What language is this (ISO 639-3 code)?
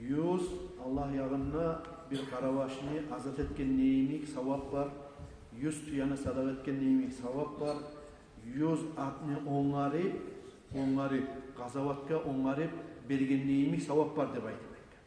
kum